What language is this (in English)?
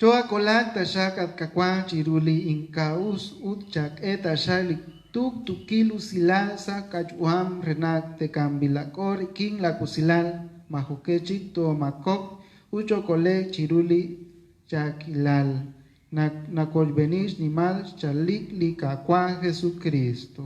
Kekchí